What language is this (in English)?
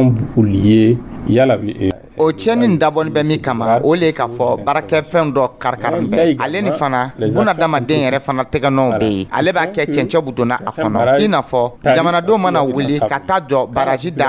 Dyula